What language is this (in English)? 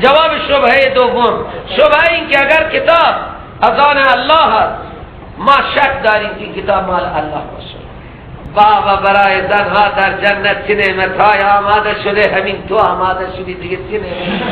Persian